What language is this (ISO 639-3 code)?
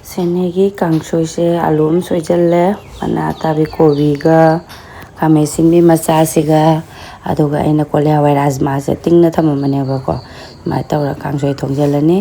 mni